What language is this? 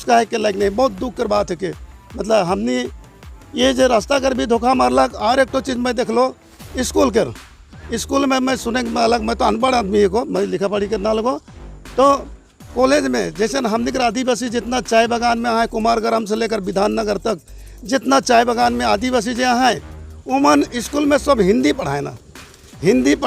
Sadri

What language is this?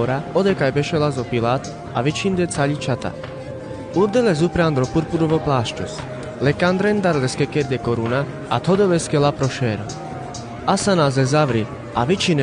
Carpathian Romani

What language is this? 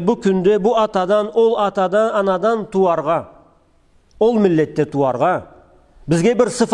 Karachay-Balkar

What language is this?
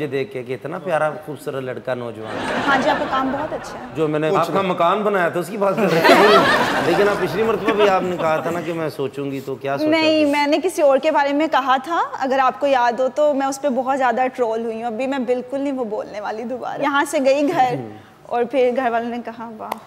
Hindi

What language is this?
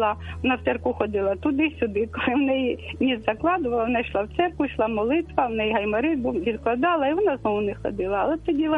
Ukrainian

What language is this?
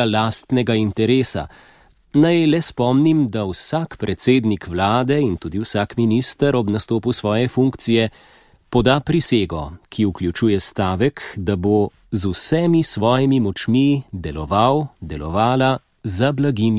Slovenian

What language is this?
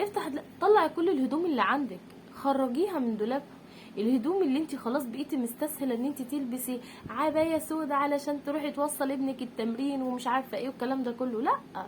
Egyptian Arabic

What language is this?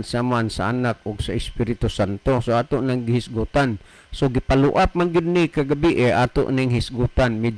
Cebuano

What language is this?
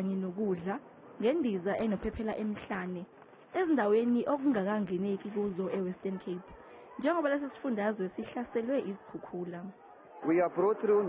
Zulu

